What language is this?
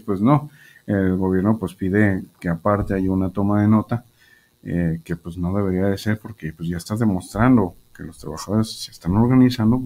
Spanish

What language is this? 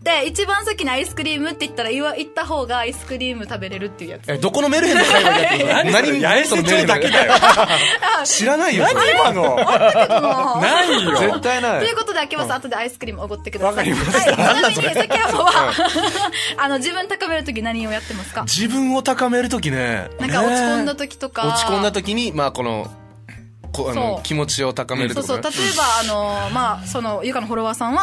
Japanese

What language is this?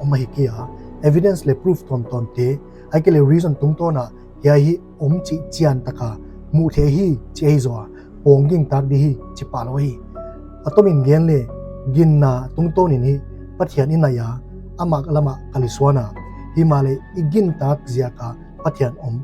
Paite Chin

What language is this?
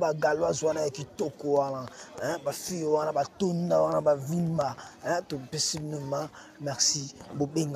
Lingala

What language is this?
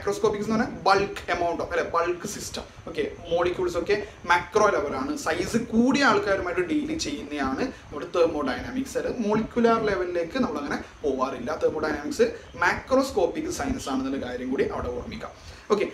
Malayalam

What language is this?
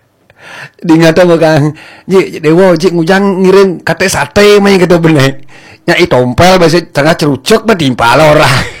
Balinese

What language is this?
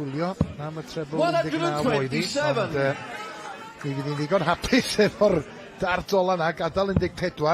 Welsh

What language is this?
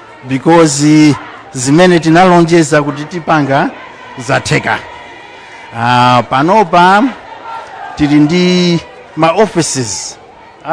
Nyanja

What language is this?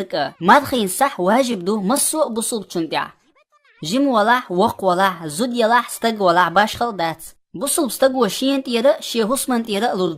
Chechen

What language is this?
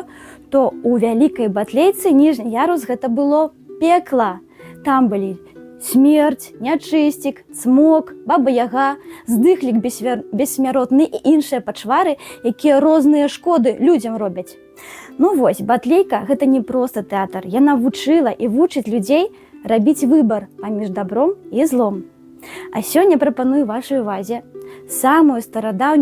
Belarusian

